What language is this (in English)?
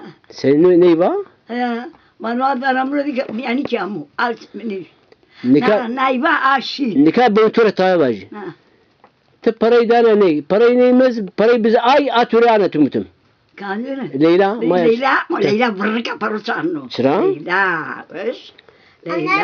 Zaza